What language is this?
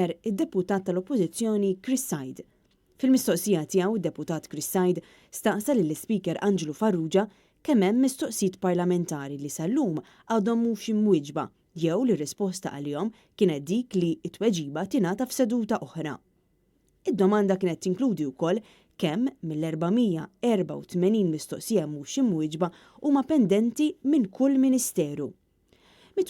Maltese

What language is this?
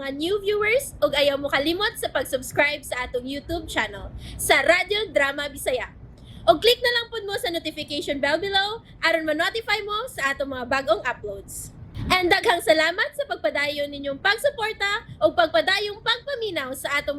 Cebuano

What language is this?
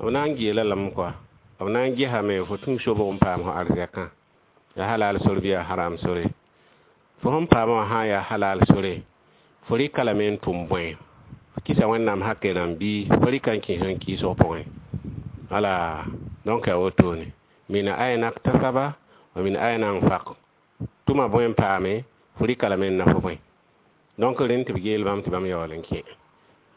Mossi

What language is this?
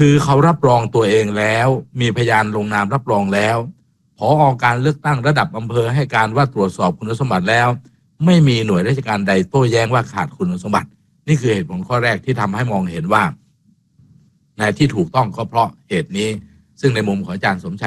Thai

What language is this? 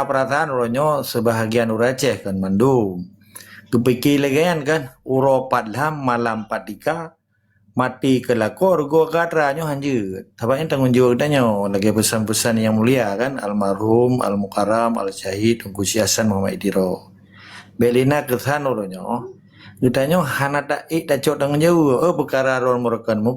Achinese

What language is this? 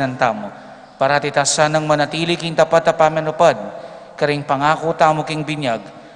Pampanga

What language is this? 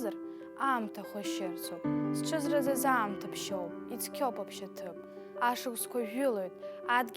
Abkhazian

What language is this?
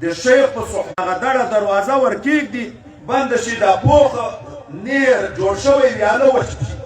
Pashto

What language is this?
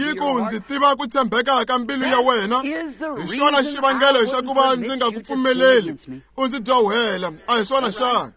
Tsonga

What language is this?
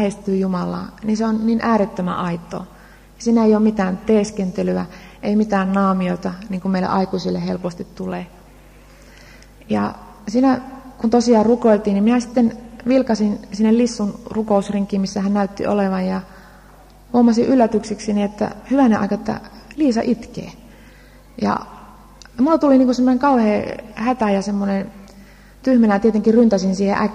Finnish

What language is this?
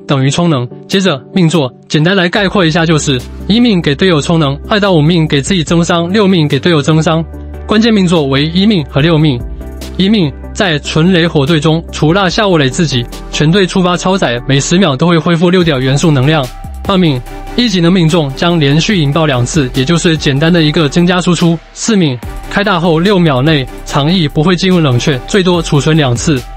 Chinese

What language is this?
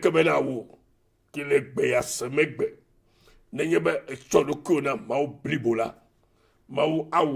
Ewe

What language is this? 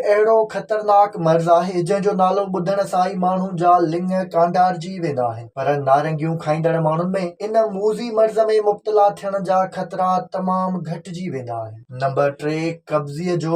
Sindhi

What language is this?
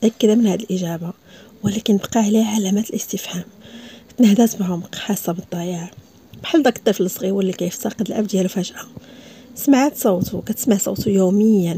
Moroccan Arabic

